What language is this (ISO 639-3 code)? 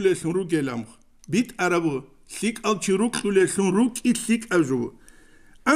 ava